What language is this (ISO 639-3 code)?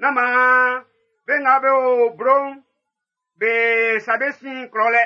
bci